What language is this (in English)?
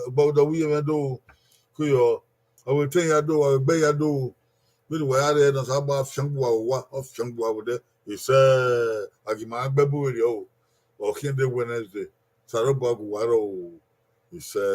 Bini